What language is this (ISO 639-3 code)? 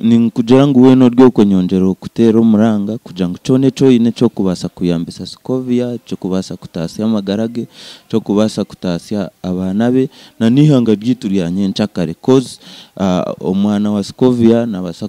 nyn